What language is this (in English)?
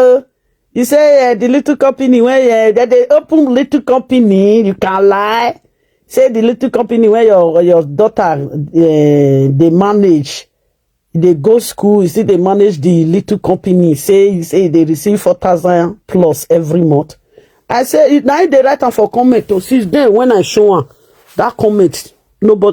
Nigerian Pidgin